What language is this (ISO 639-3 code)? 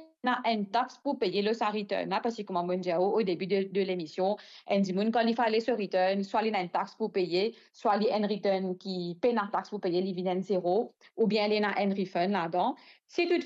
mfe